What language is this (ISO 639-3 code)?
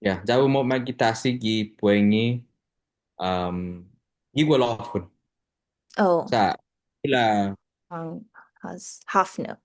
cha